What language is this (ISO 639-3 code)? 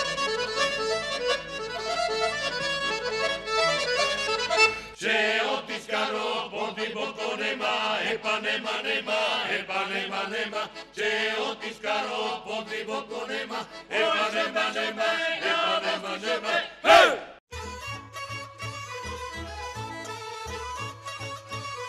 bul